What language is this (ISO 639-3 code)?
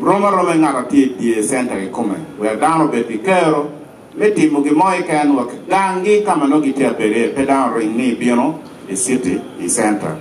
ach